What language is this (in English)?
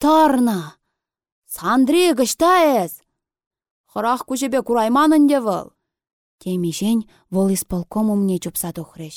Chuvash